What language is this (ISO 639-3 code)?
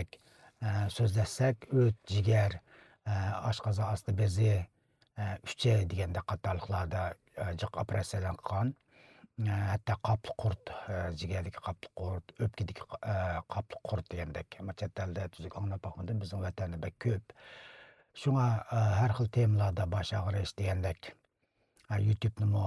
uig